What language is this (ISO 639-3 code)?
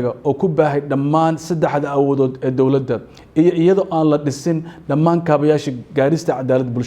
som